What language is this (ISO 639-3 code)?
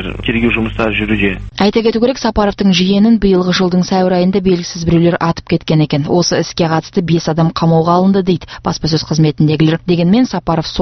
kaz